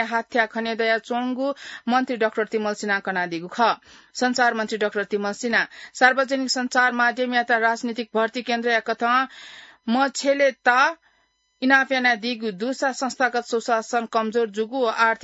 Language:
Newari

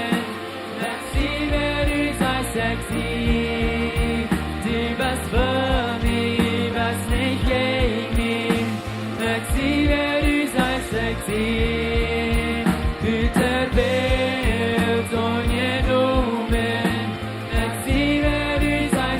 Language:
Plautdietsch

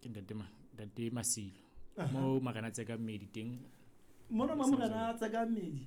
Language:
Southern Sotho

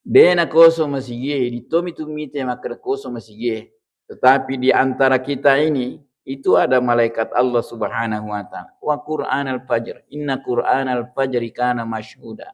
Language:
Buginese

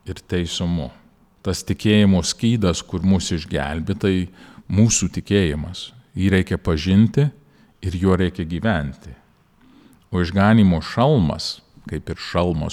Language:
Lithuanian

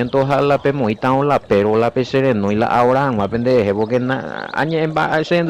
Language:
Guarani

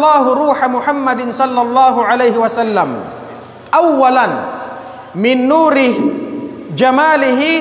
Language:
Tausug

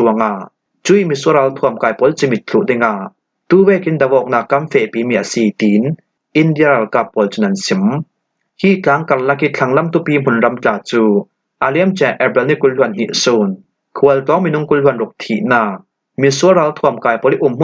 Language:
Falam Chin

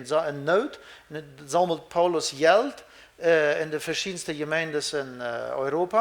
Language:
Plautdietsch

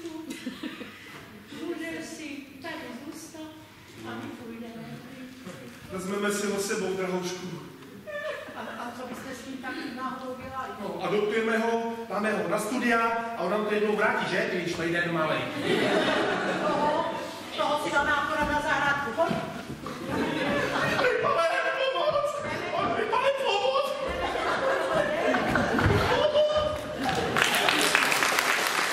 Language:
Czech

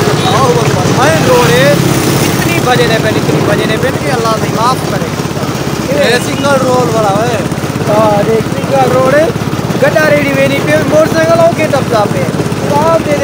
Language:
Saraiki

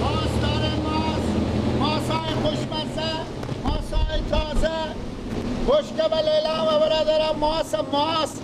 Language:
Persian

